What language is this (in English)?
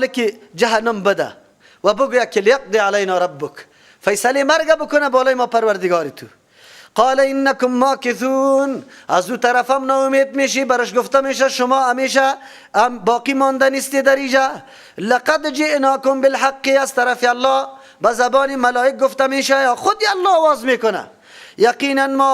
Persian